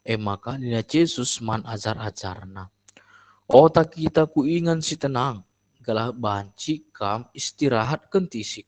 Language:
Batak Karo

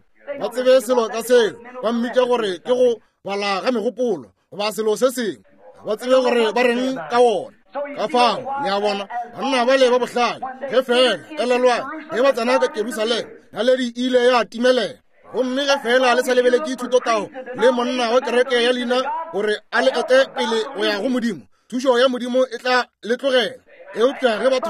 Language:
Northern Sotho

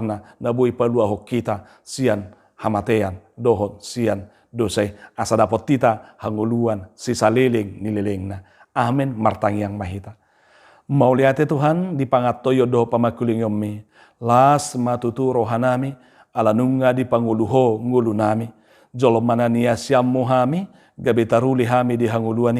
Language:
Batak Toba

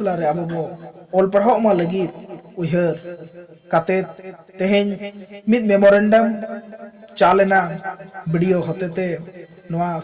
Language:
Santali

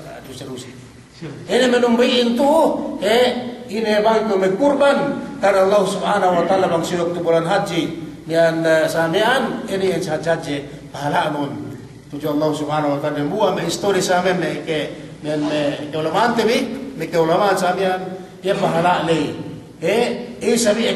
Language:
Yakan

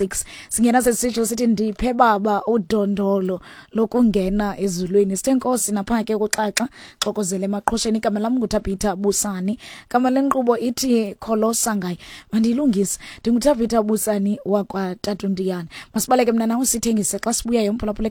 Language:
Xhosa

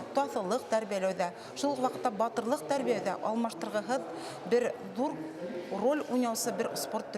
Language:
Bashkir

